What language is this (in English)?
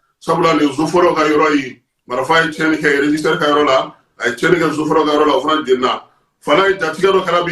Bambara